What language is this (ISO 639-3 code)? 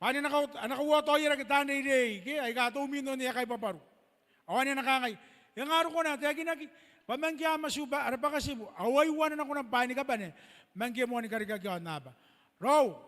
gil